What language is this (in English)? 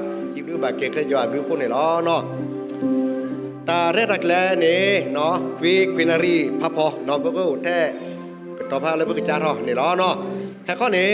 S'gaw Karen